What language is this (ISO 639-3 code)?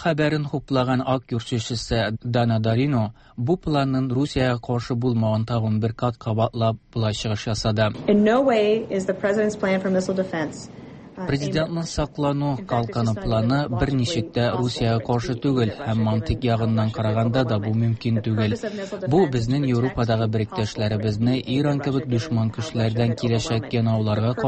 tat